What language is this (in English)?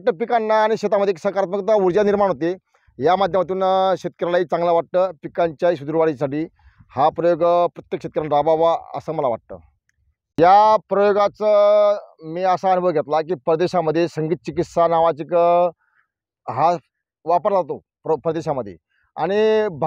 Marathi